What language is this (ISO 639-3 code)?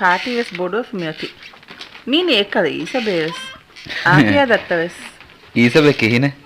div